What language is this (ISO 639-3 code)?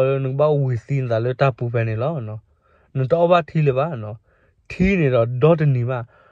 ksw